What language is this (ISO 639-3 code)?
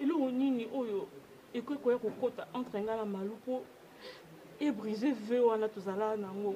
lin